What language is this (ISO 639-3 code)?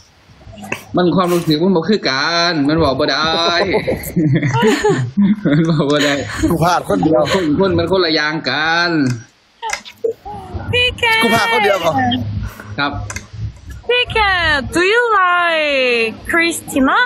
tha